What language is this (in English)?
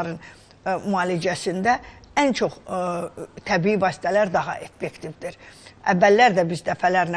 Azerbaijani